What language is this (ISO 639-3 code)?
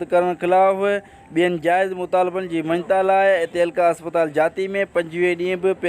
snd